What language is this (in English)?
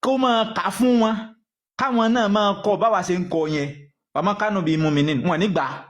Yoruba